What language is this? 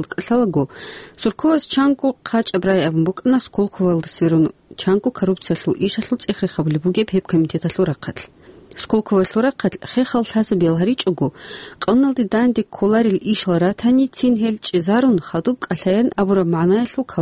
Avaric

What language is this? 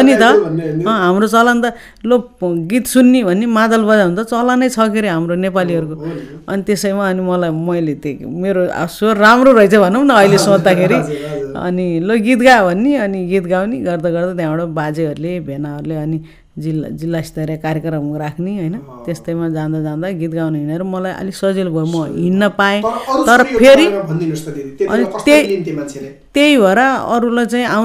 Nepali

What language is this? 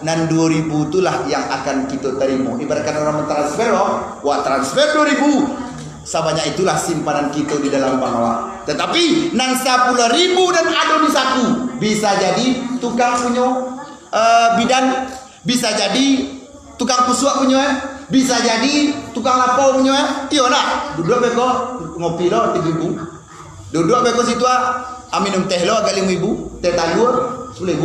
Minangkabau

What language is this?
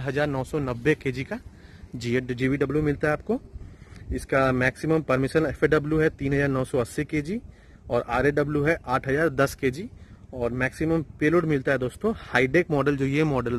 Hindi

